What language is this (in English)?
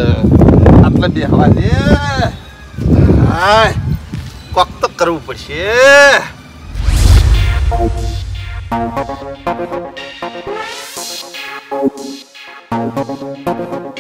Gujarati